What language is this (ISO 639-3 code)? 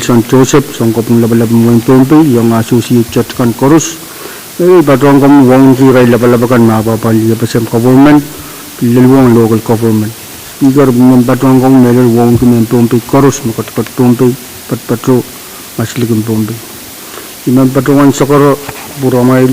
pon